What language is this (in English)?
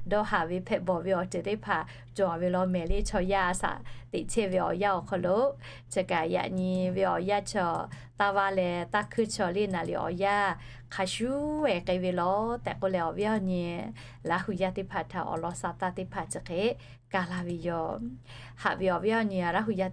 Lahu